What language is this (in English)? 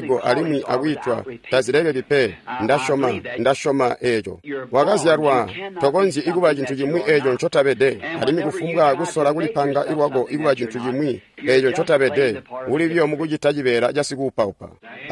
Tonga (Zambia)